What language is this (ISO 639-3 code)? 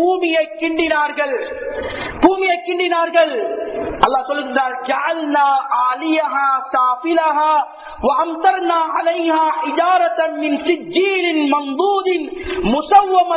tam